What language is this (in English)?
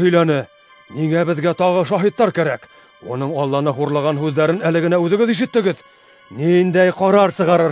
Bashkir